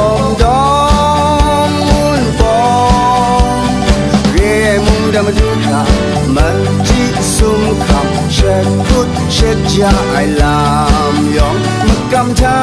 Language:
Kachin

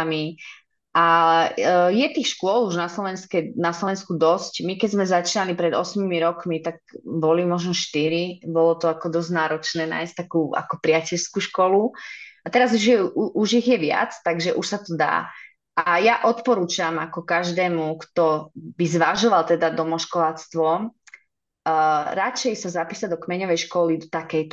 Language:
Slovak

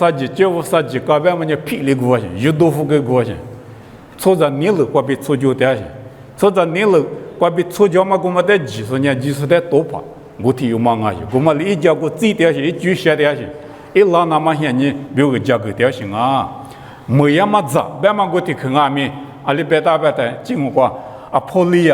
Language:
Lisu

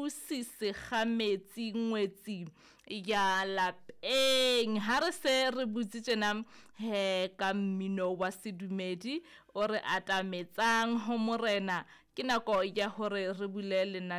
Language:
Southern Sotho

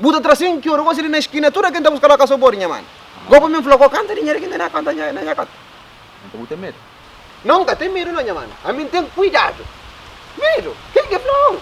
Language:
Kabuverdianu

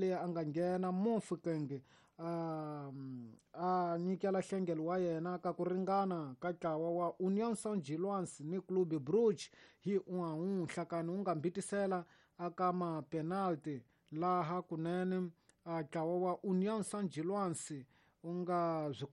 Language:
Tsonga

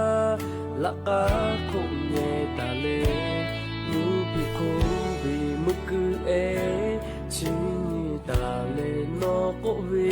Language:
Lahu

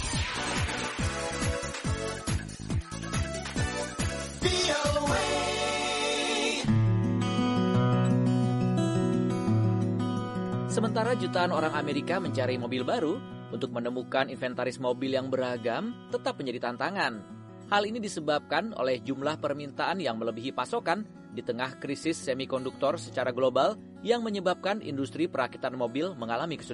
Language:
Indonesian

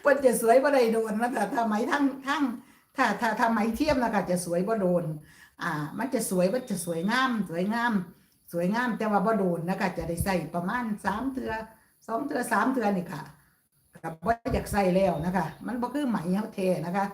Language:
Northeastern Thai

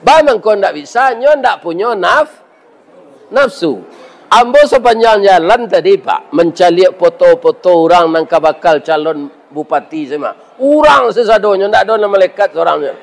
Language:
Minangkabau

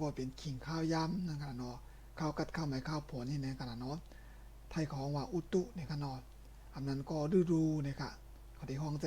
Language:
Shan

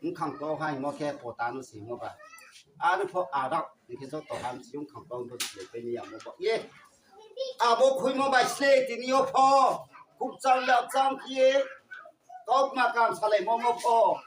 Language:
Riang (India)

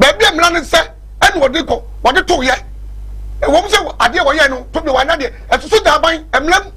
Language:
Akan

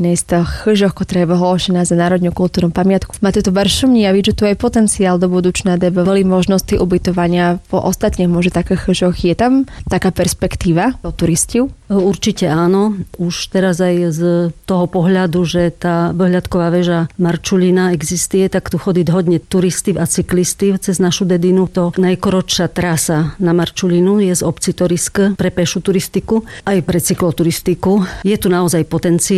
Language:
Slovak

